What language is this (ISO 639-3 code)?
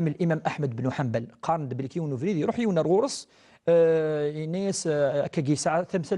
kab